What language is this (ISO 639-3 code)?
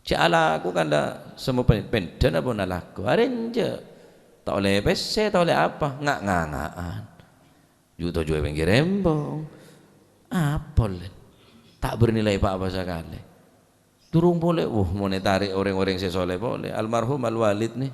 mad